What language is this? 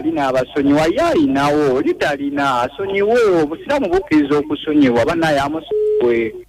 Ganda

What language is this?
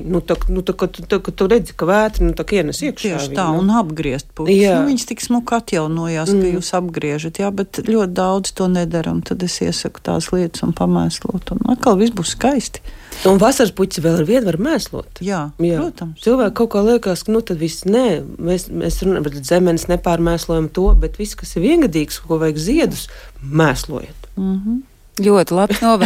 Latvian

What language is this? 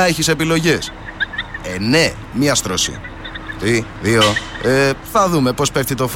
Greek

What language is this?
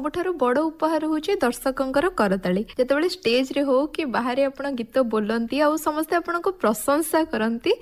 Odia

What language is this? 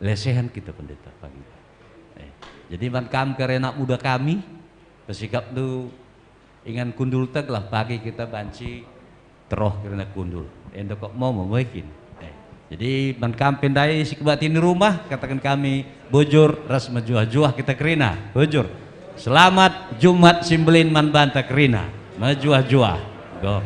Batak Karo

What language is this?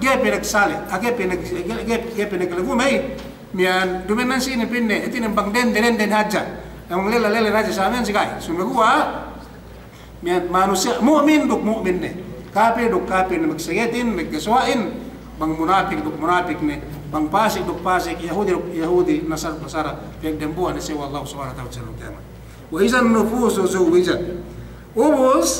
Yakan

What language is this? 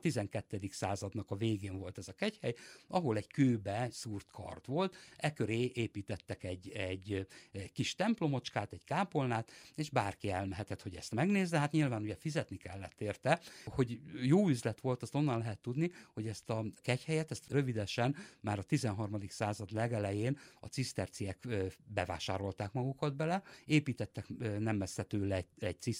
Hungarian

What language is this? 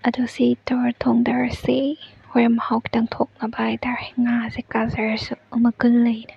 Manipuri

